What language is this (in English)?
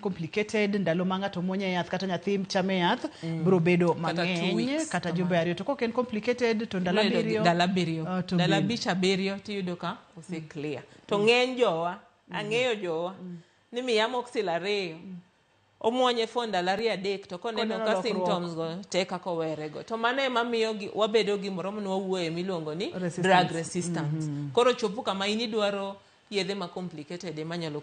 Luo (Kenya and Tanzania)